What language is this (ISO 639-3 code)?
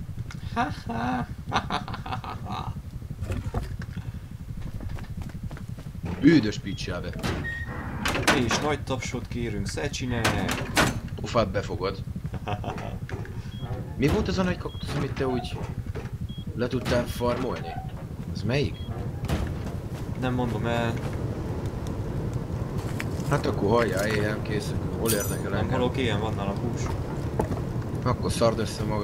hun